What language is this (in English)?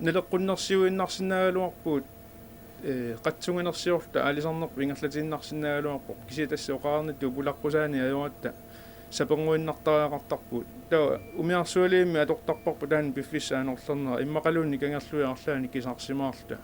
Kalaallisut